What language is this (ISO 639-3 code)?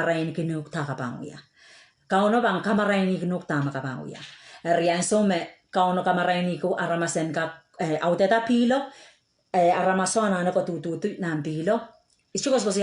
pon